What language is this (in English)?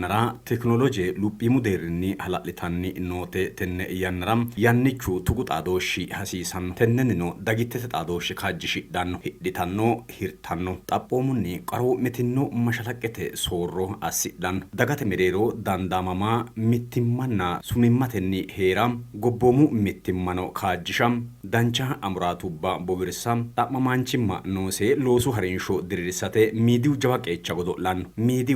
Sidamo